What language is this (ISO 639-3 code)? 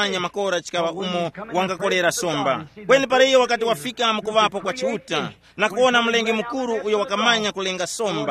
tum